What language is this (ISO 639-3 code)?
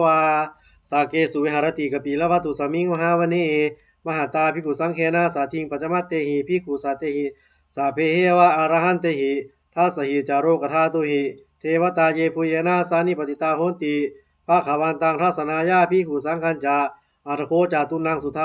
pli